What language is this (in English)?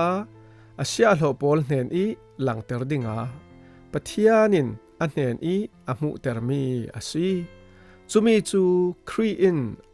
Falam Chin